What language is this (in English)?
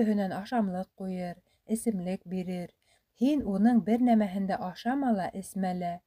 Bashkir